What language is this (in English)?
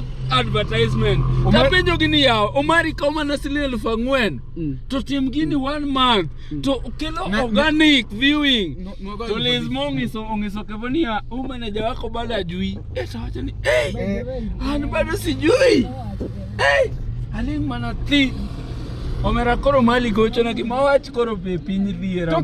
Luo (Kenya and Tanzania)